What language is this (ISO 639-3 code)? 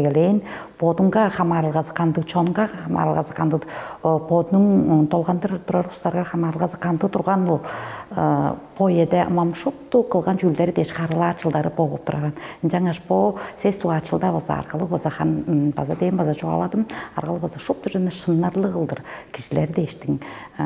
tyv